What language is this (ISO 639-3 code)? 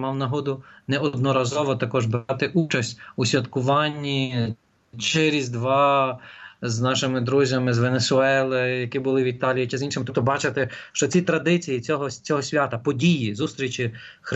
ukr